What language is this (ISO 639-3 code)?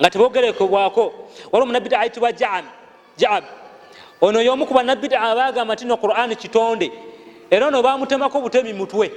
lug